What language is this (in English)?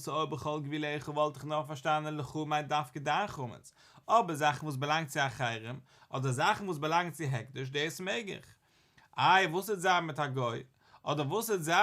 Yiddish